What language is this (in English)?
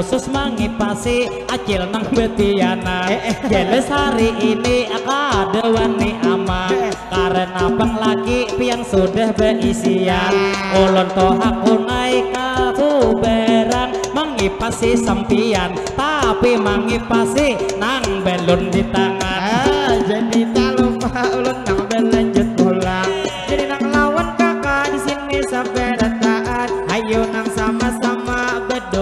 Banjar